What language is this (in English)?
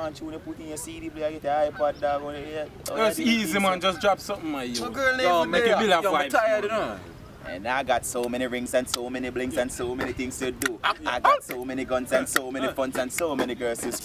Jamaican Creole English